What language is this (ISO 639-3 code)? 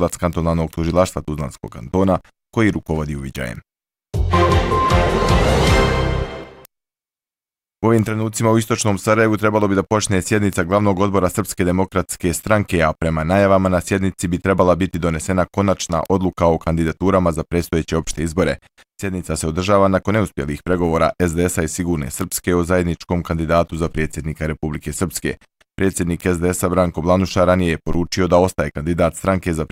bos